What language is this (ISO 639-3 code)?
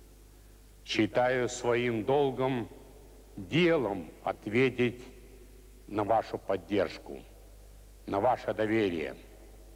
rus